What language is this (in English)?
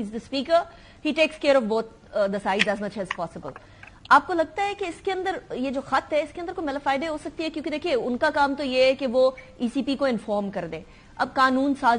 Urdu